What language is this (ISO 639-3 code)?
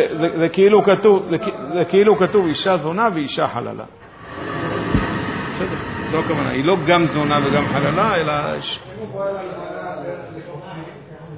heb